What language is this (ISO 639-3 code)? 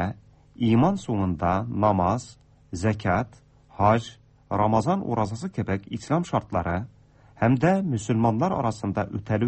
tat